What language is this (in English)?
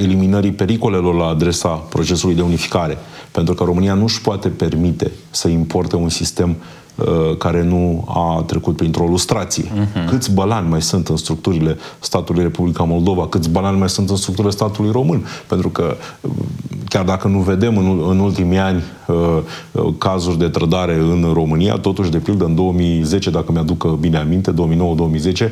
Romanian